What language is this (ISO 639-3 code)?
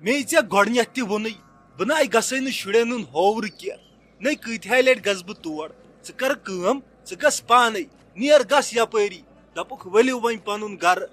kas